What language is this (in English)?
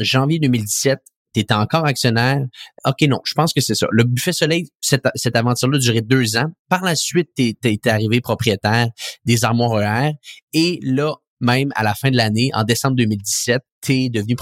French